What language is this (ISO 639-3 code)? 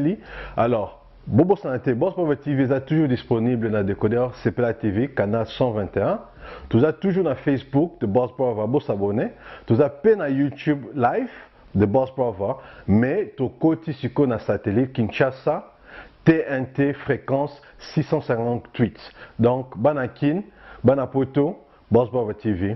lin